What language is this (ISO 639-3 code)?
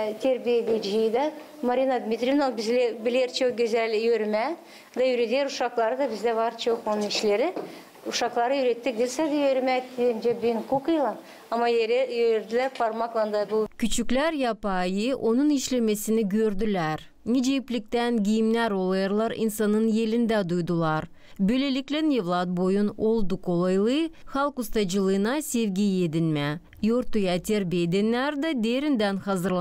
gag